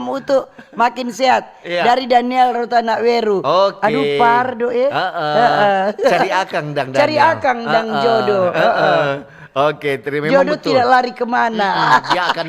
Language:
Manado Malay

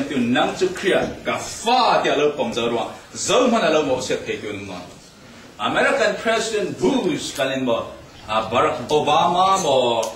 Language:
Falam Chin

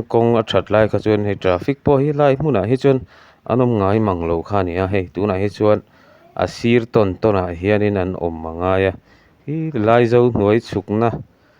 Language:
Mizo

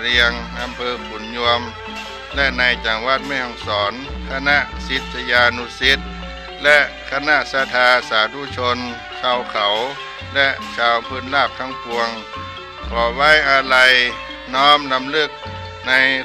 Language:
Thai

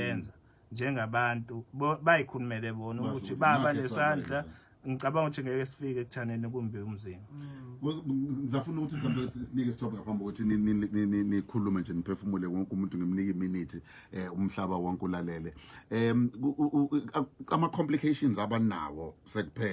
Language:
Zulu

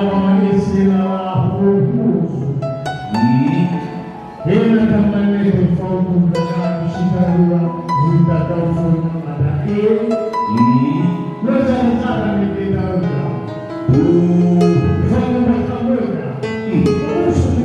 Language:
Nias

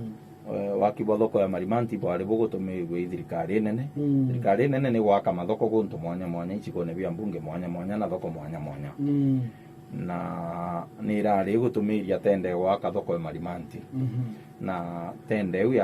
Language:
Meru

